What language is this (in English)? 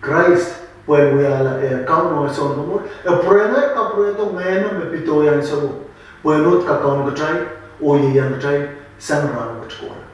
Pohnpeian